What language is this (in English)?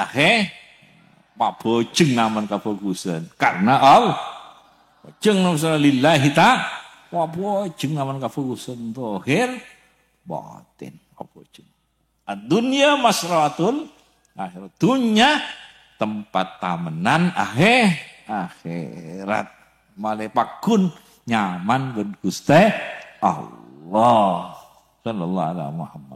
Madurese